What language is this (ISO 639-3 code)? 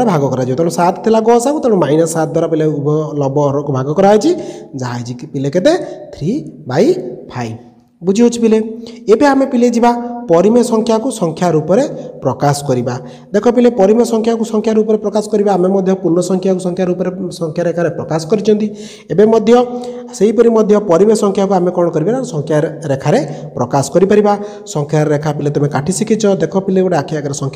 ori